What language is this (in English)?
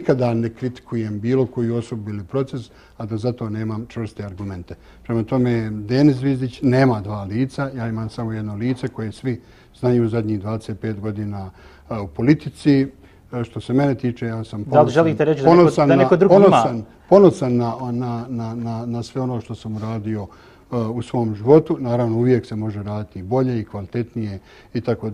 Bosnian